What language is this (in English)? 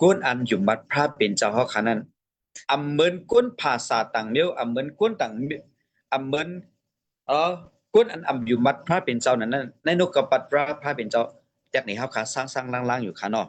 Shan